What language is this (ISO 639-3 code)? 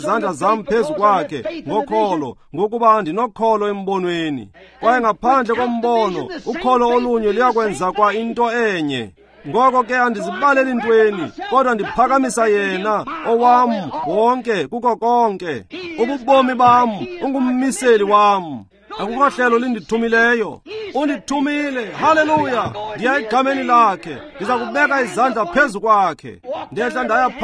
xho